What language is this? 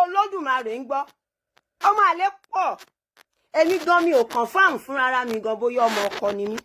Yoruba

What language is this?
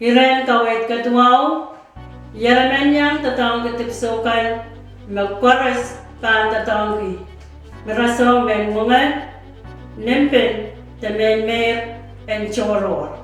Pohnpeian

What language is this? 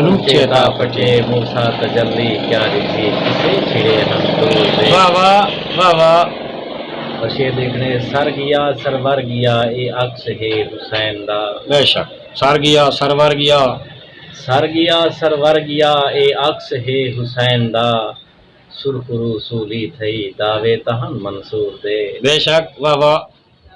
Saraiki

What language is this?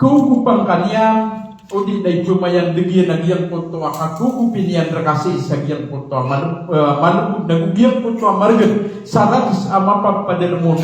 Maranao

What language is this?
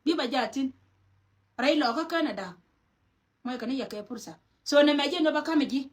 Nuer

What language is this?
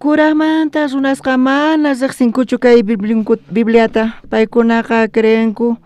South Bolivian Quechua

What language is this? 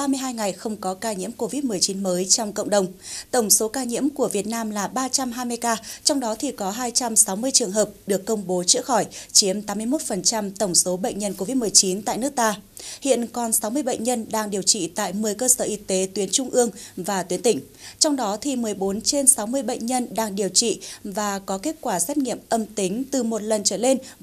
Vietnamese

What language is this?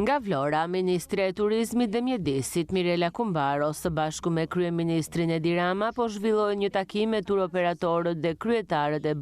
Albanian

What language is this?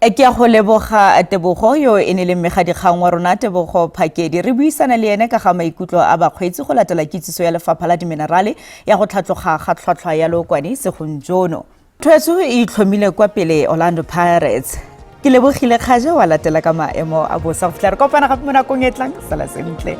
Tswana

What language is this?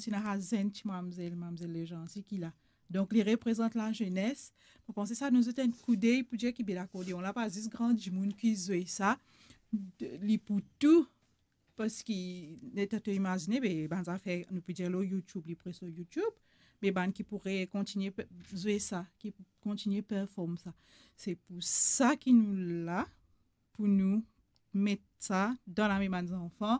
Morisyen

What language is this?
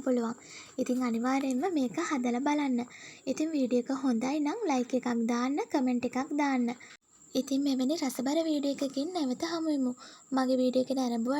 Sinhala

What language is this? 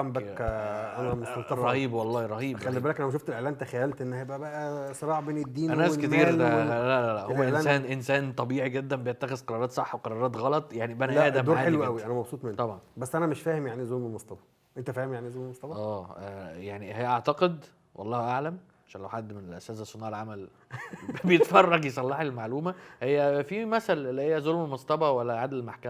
Egyptian Arabic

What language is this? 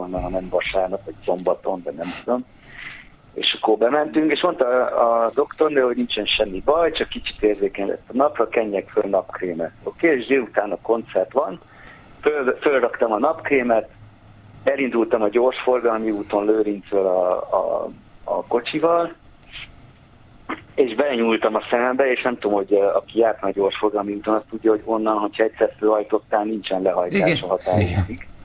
Hungarian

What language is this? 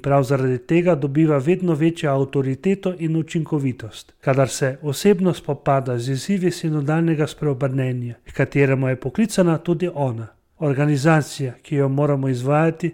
Slovenian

